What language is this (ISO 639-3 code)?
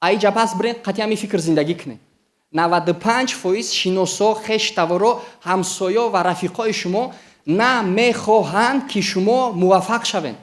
tgk